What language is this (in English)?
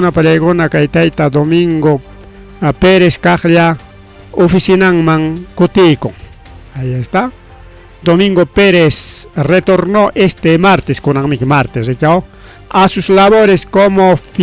Ayacucho Quechua